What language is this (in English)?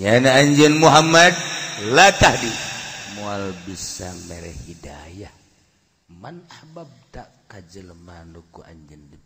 Sundanese